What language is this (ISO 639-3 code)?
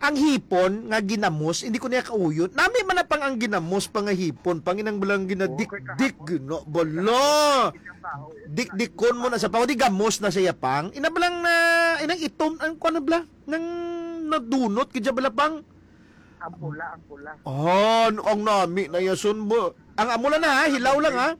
hil